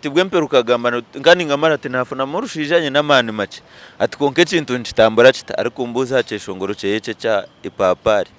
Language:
Nyankole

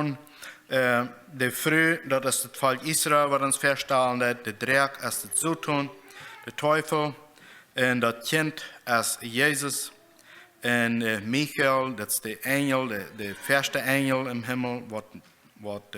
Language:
Plautdietsch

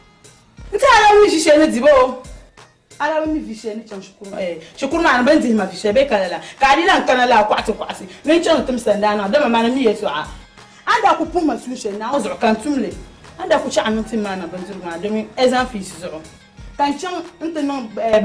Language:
Dagbani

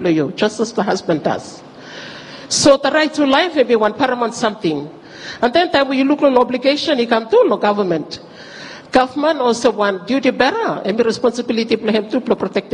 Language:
Bislama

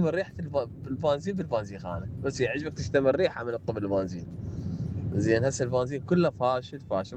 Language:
Mesopotamian Arabic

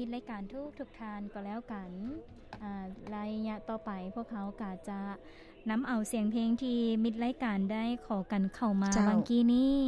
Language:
Lao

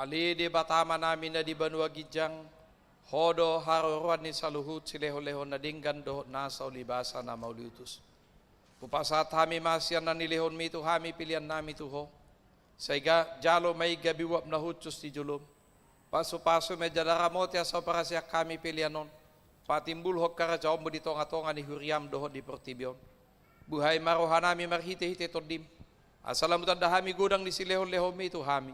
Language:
Batak Toba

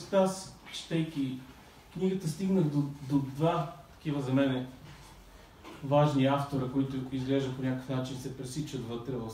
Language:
Bulgarian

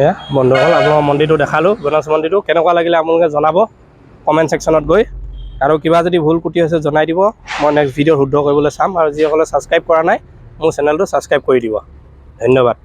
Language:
Assamese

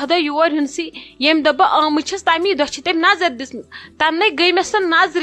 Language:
Kashmiri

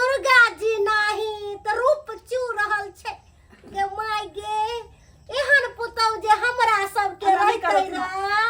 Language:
Maithili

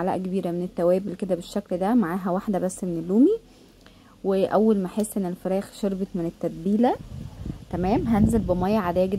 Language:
Egyptian Arabic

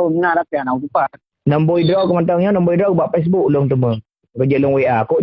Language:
Achinese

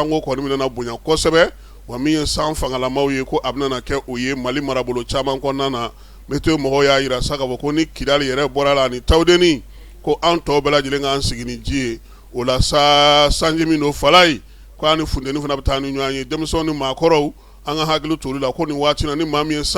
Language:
Bambara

